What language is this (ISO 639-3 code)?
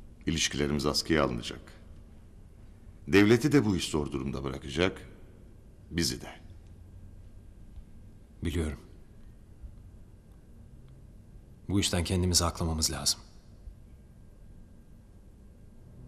tur